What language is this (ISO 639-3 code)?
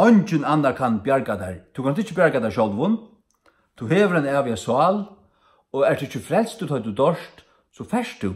fao